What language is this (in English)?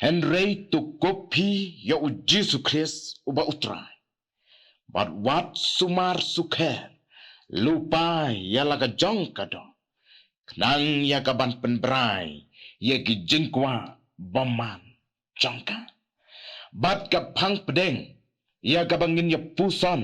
Khasi